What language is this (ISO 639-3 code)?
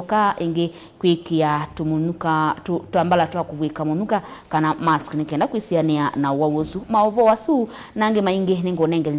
kam